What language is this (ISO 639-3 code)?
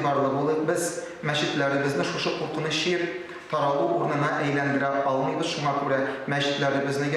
tat